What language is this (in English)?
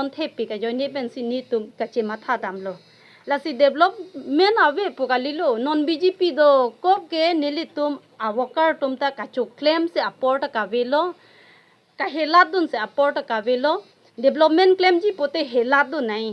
Karbi